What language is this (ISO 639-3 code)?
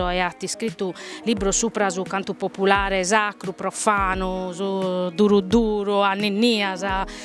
srd